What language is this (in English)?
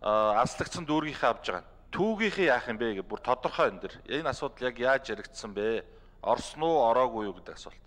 Mongolian